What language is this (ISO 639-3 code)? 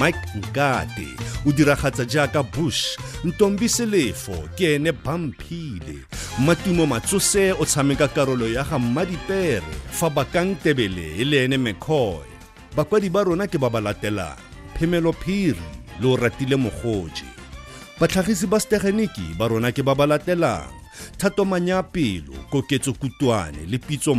tsn